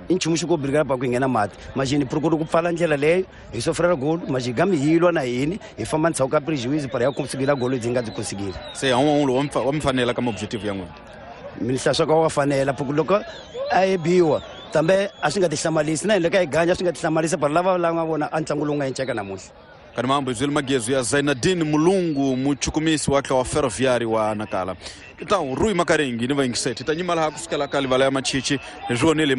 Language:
Tsonga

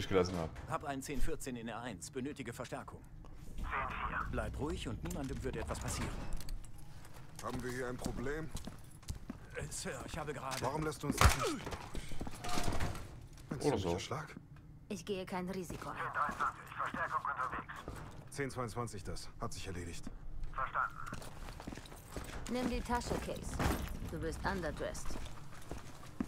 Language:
German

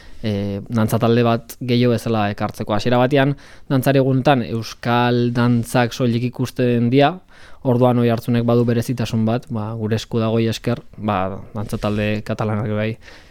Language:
Basque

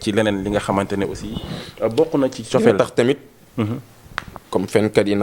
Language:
Wolof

